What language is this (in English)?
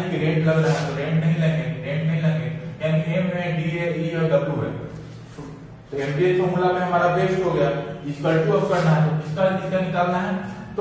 Hindi